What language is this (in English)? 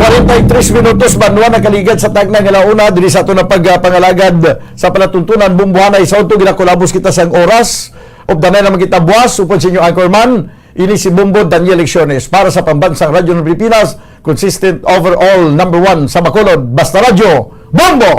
Hiligaynon